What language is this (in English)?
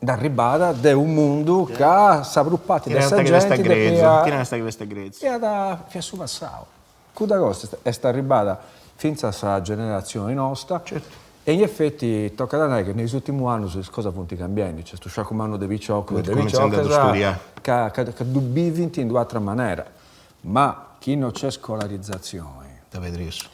Sardinian